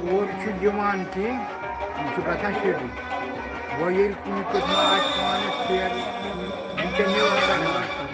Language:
Kashmiri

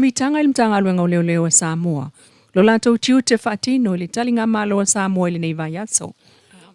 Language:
Samoan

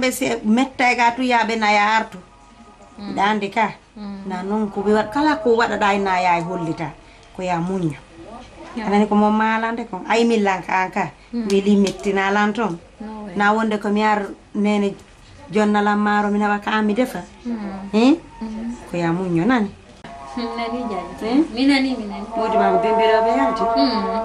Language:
Fula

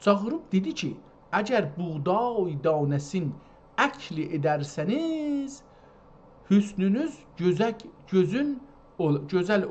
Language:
South Azerbaijani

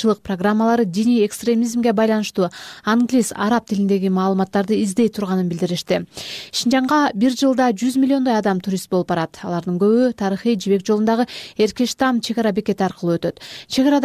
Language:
Kyrgyz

